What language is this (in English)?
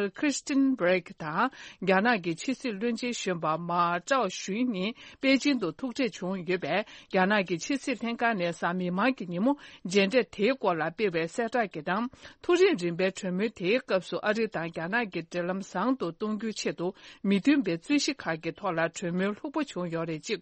Tibetan